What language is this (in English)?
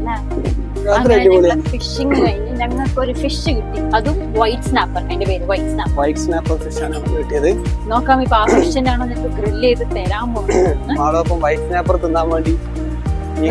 Malayalam